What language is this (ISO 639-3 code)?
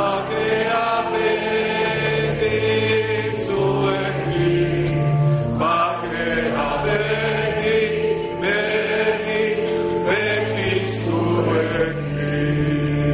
eus